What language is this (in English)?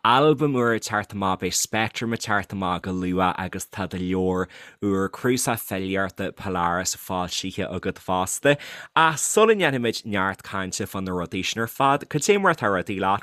Irish